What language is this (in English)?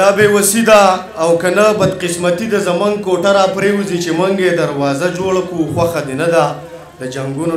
Pashto